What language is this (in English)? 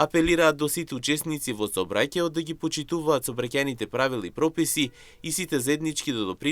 Macedonian